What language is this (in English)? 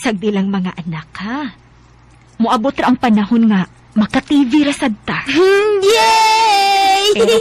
Cebuano